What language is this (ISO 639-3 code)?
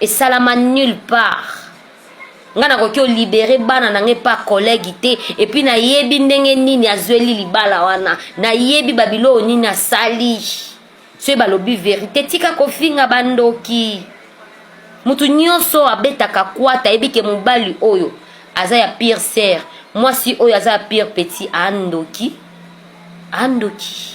lin